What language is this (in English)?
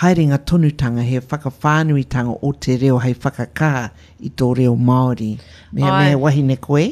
Māori